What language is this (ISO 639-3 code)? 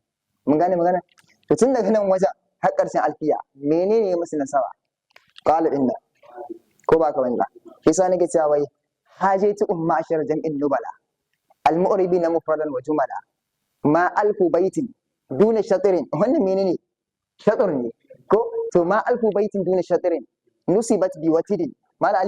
hau